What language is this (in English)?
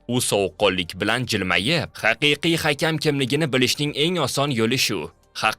Uzbek